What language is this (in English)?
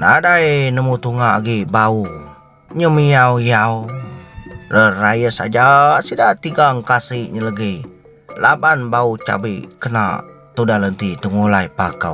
Iban